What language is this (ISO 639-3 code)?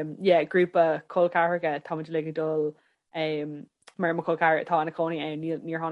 gle